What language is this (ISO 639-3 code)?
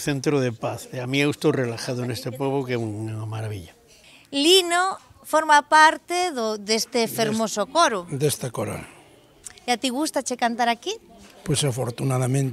glg